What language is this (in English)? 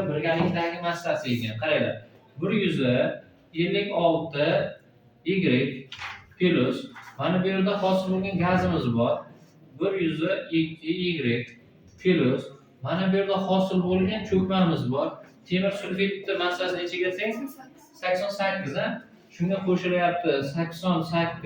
Uzbek